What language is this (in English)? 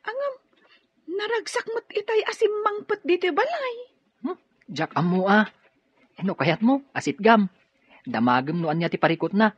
Iloko